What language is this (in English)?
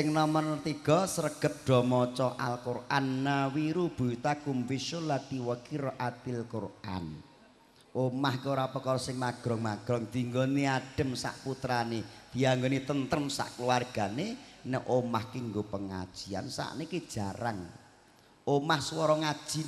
Javanese